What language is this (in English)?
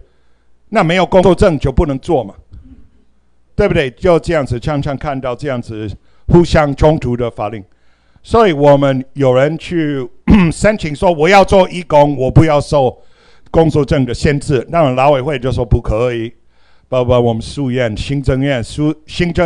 Chinese